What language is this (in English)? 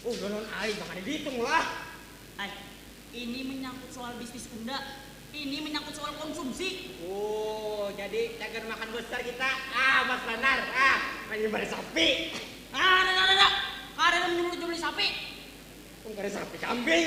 Banjar